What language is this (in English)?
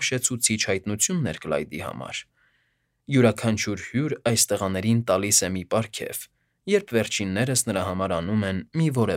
Armenian